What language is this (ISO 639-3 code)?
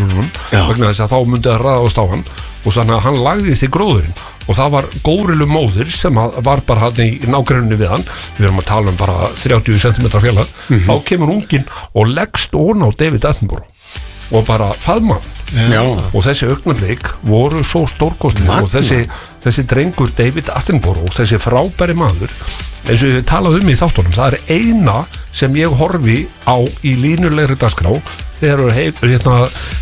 isl